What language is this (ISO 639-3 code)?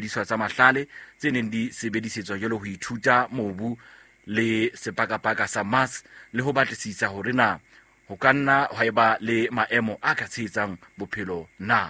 sot